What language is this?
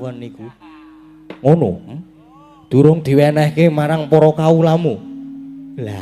Javanese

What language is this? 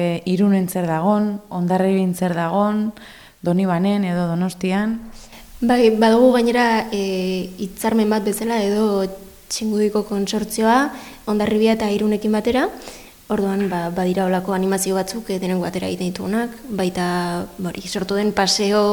Basque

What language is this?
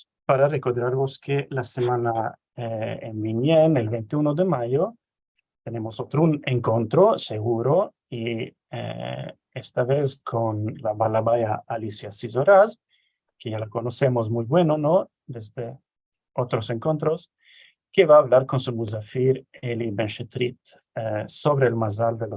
Ladino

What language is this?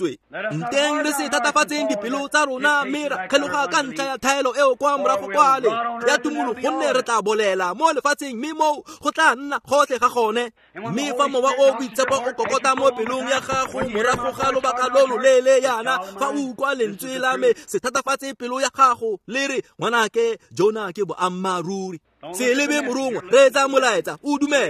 Tswana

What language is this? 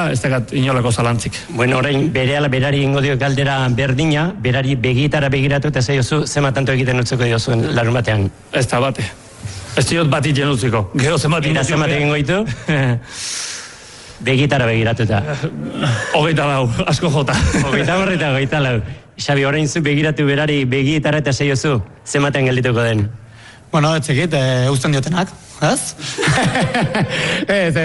Basque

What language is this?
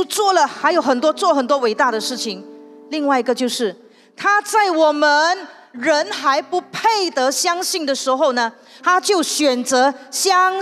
Chinese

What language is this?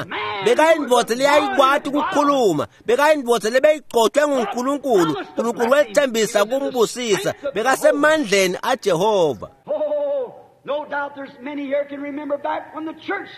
Swati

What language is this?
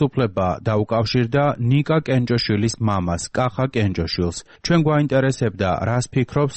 Georgian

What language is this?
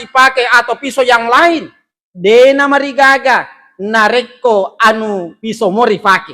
Buginese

